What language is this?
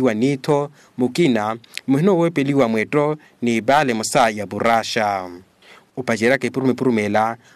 Makhuwa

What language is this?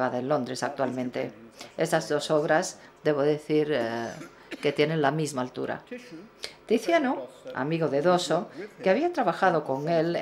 Spanish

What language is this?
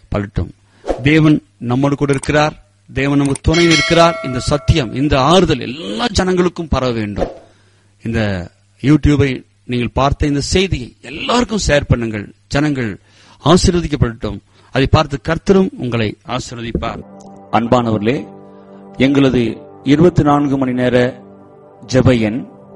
Tamil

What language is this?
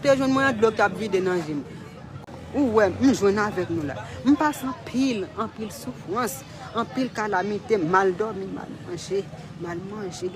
Haitian Creole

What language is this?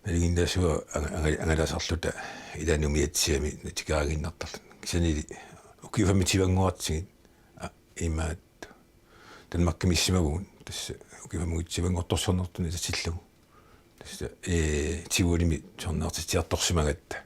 Kalaallisut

